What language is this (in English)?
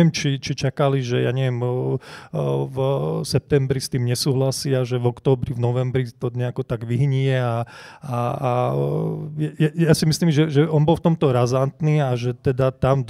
Slovak